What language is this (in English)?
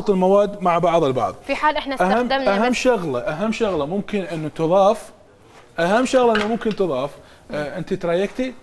Mesopotamian Arabic